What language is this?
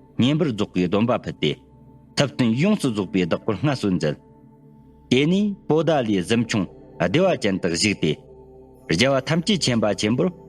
Tibetan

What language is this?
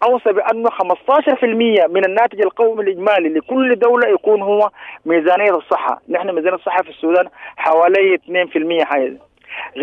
Sudanese Arabic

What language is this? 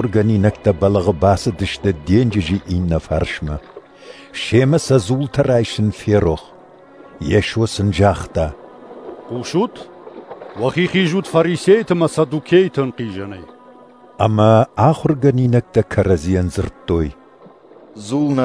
Ossetic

